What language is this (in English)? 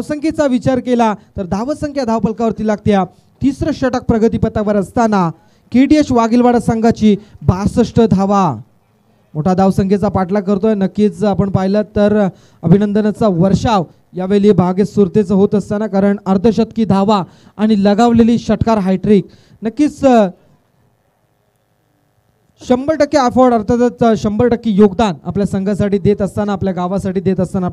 Marathi